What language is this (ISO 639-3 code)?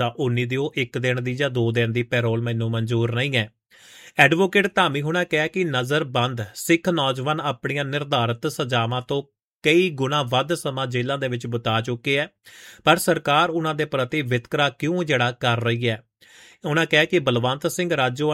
pan